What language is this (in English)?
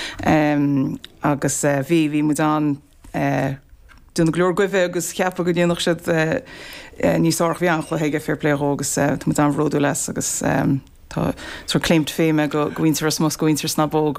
Irish